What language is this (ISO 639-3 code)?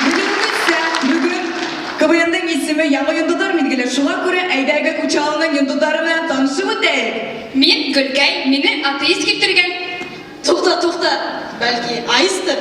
bak